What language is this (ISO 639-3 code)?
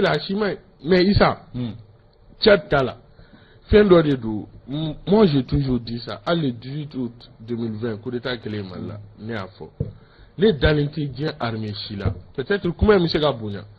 bam